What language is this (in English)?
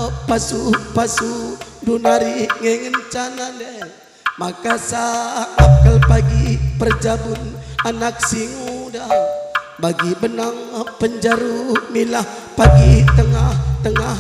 Batak Karo